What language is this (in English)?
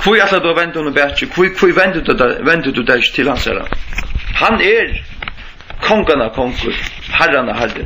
Faroese